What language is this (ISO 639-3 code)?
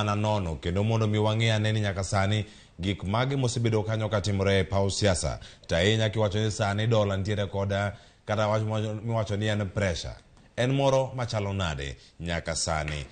luo